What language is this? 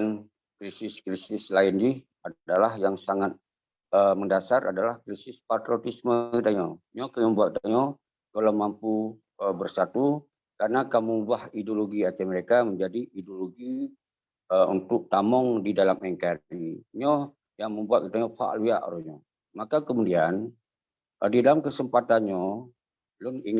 Achinese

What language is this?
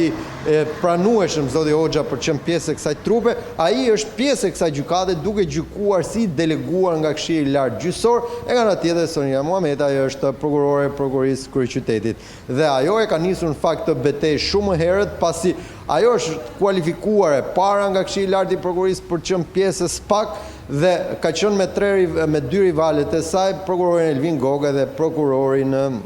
Albanian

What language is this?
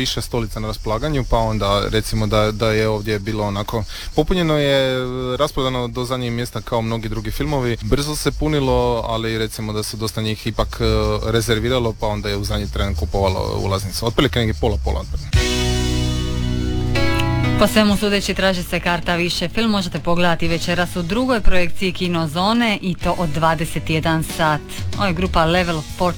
Croatian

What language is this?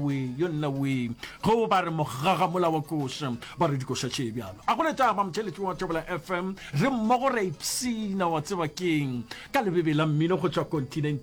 Northern Sotho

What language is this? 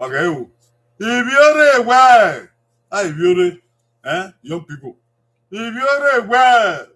Bini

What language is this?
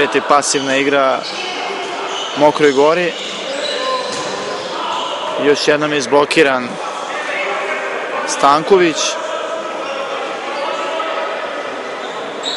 Serbian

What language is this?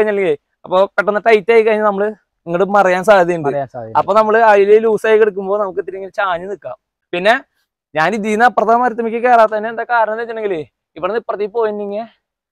Malayalam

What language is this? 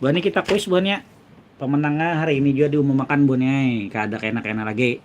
Banjar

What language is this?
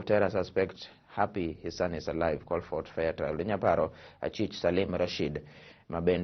Luo (Kenya and Tanzania)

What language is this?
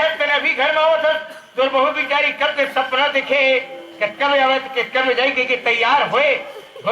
Chhattisgarhi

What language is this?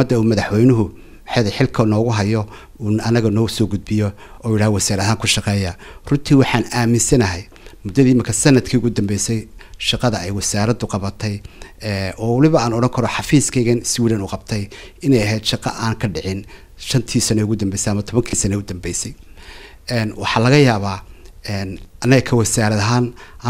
Somali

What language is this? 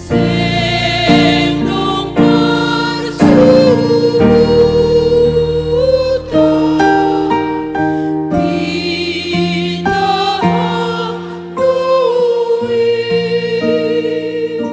Batak Simalungun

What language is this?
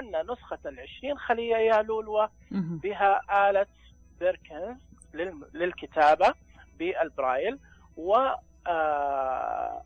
Najdi Arabic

